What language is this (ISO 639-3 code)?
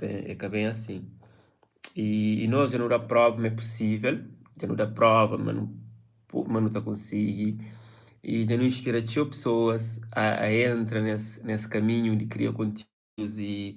kea